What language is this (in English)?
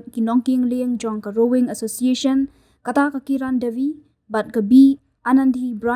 Khasi